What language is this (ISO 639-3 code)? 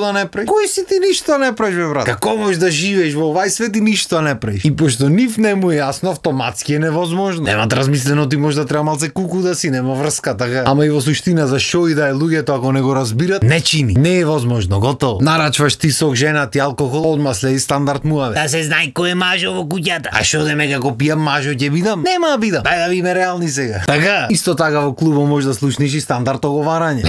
mkd